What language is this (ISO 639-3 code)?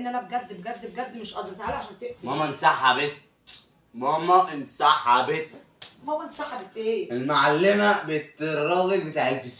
arz